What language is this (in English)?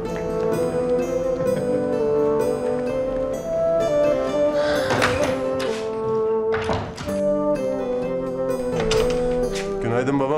Turkish